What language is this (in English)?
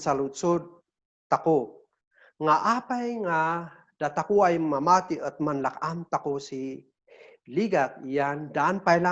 Kankanaey